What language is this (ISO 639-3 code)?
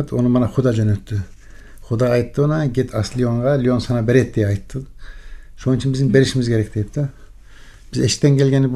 kir